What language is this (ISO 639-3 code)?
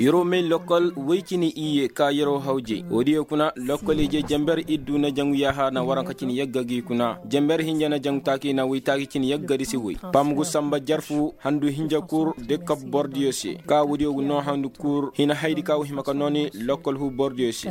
ses